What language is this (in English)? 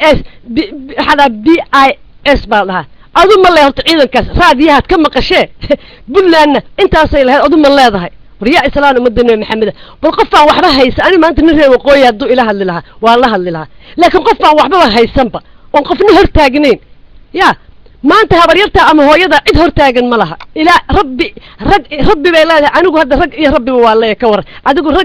Somali